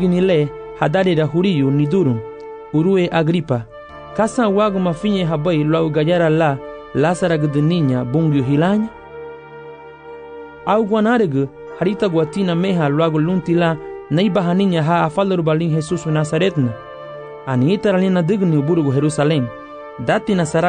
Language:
Garifuna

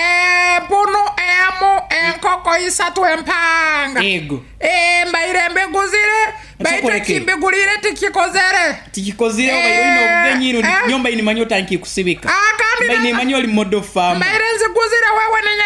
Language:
Nyoro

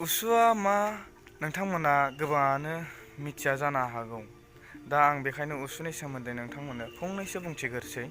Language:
Bodo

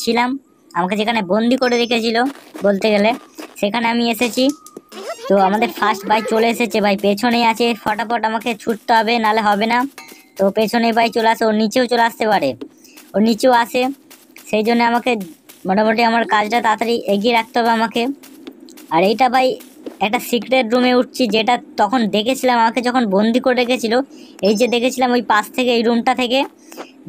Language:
Bangla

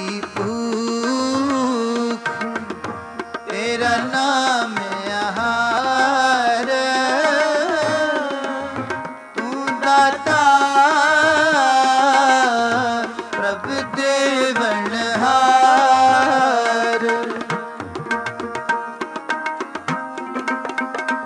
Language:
Punjabi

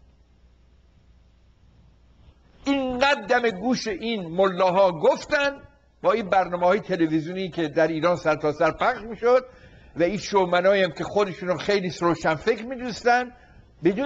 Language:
Persian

